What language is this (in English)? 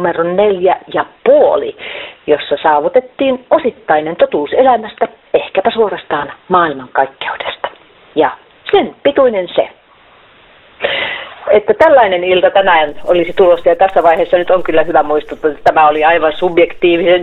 Finnish